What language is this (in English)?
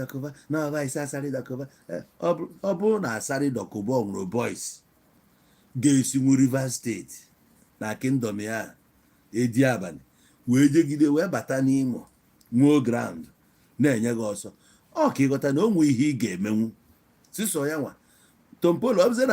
Igbo